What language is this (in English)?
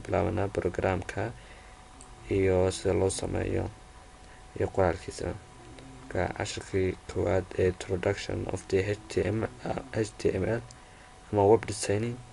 Somali